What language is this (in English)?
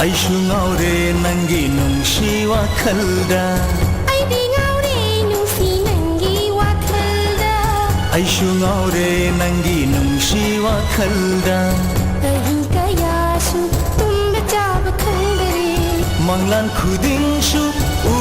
Manipuri